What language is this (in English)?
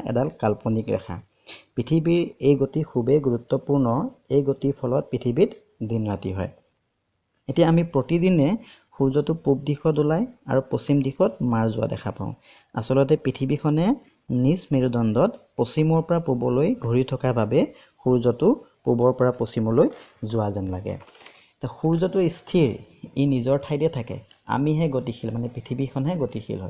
Assamese